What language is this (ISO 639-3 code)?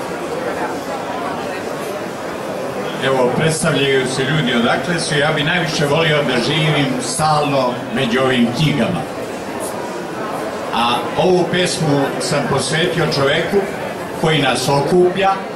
srp